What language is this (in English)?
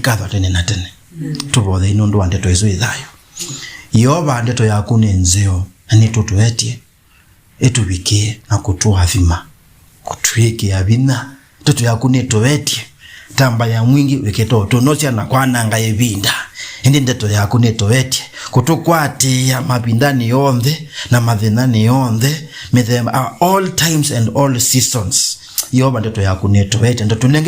Kamba